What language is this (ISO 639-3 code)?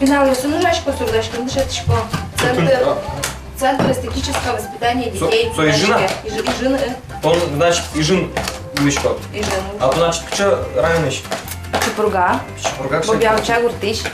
udm